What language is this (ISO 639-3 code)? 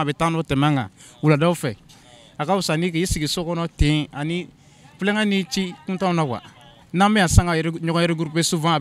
bam